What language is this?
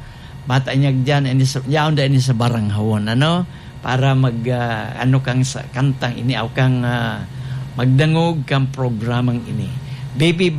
Bikol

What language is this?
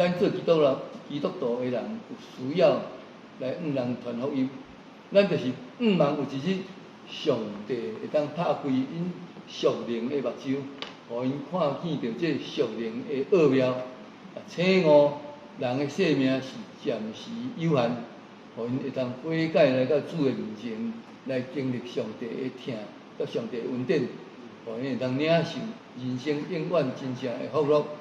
Min Nan Chinese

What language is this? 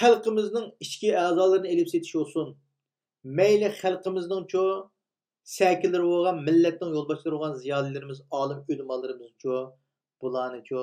Uyghur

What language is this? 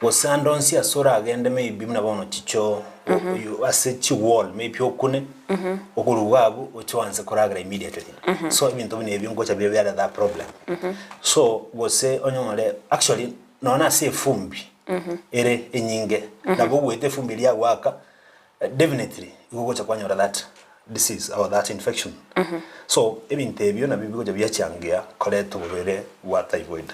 Gusii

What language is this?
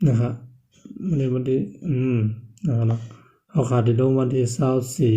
Shan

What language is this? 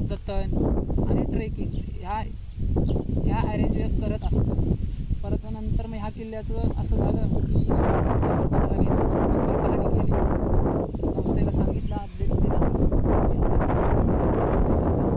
Marathi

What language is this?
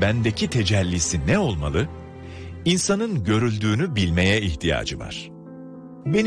Turkish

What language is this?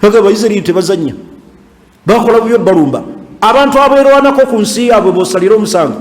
Ganda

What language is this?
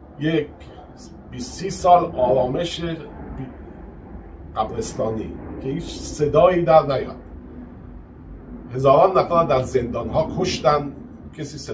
Persian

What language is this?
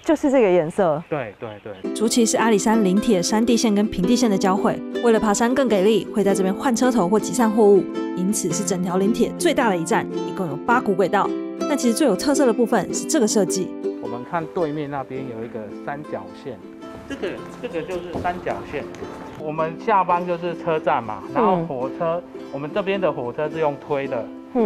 Chinese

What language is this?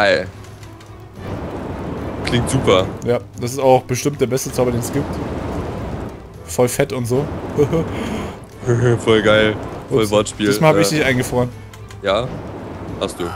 German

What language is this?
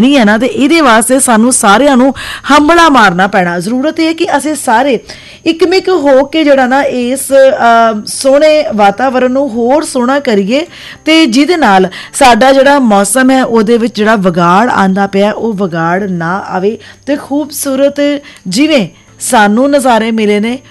Punjabi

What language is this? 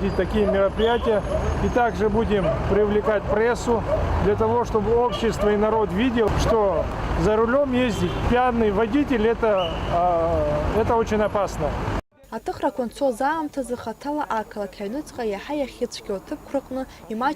Abkhazian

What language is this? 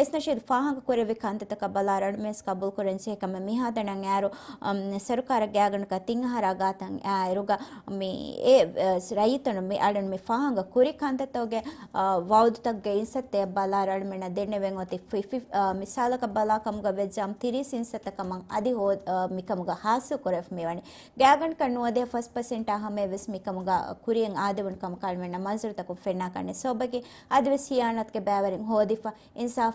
Divehi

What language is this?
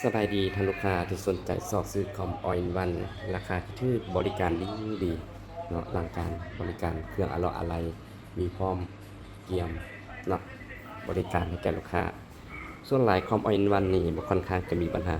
Lao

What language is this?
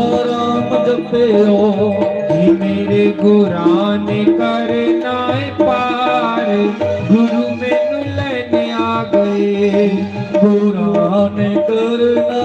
Dogri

